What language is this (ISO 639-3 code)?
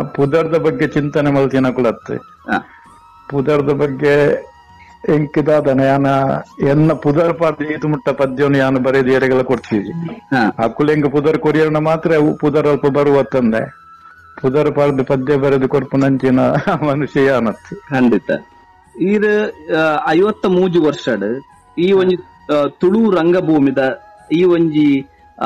tcy